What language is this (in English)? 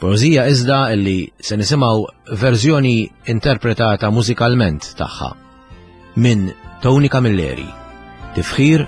Maltese